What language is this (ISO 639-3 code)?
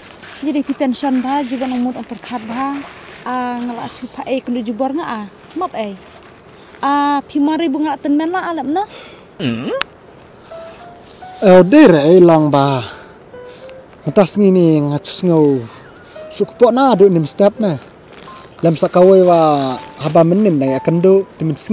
kha